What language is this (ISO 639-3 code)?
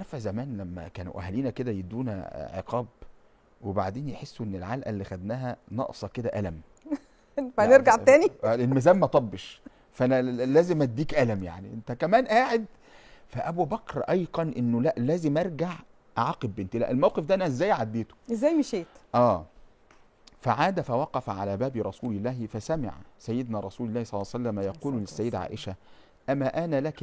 arz